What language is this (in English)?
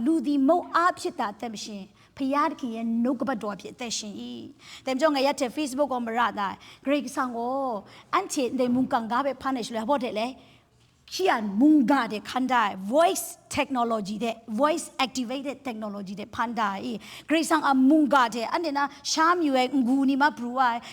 Kachin